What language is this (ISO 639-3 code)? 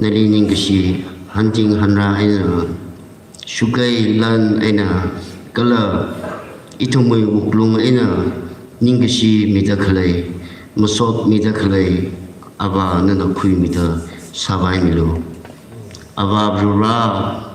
nmf